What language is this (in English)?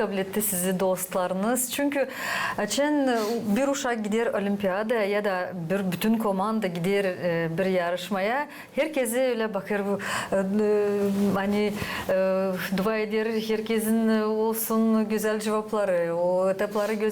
Gagauz